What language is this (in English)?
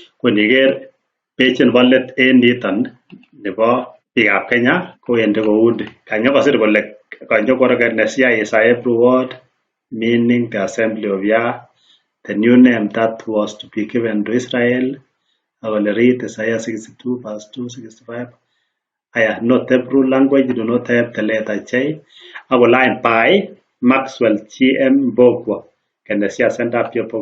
Kalenjin